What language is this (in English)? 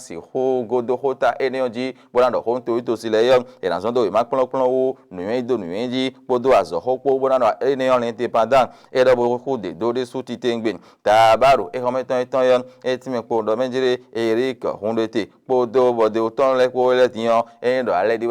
Fon